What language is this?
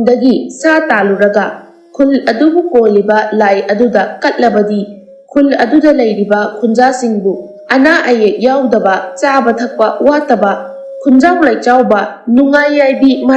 Manipuri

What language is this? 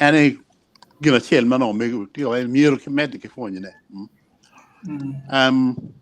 Acoli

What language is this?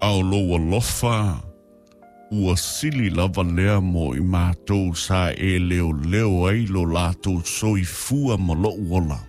Samoan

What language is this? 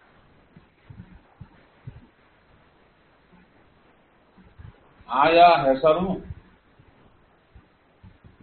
Kannada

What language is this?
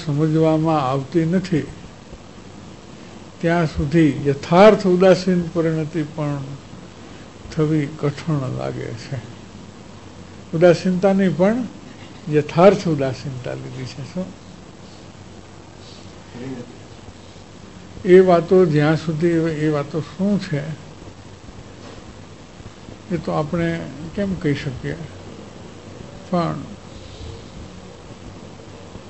Gujarati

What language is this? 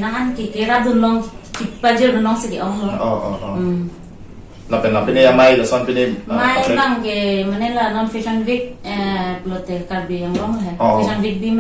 Karbi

